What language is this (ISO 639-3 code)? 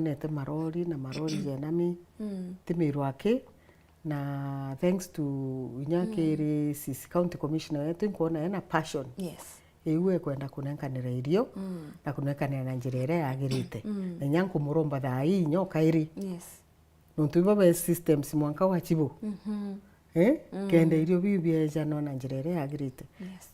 mer